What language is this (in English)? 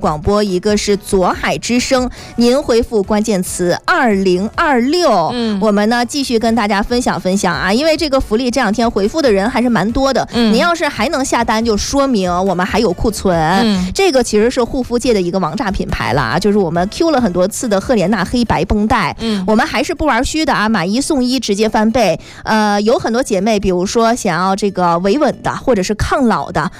Chinese